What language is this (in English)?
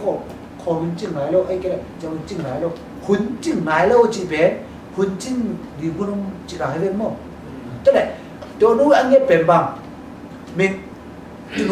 Tedim Chin